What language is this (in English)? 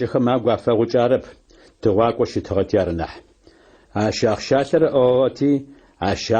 Adyghe